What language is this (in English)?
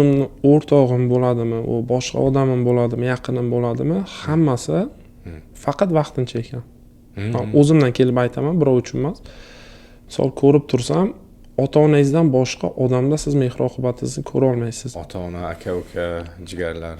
Uzbek